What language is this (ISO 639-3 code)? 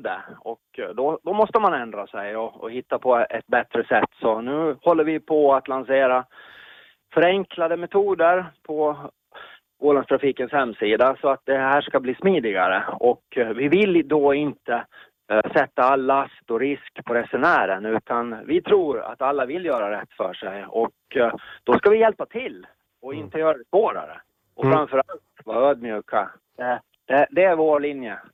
swe